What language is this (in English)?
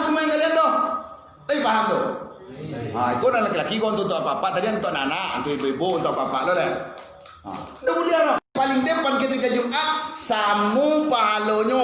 Minangkabau